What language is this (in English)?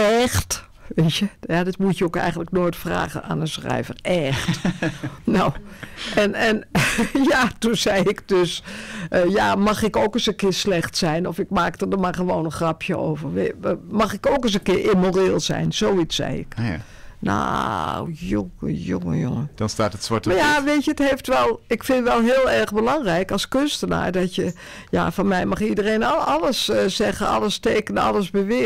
Dutch